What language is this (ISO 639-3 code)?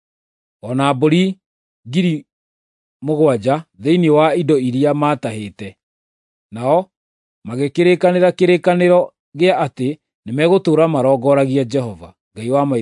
kik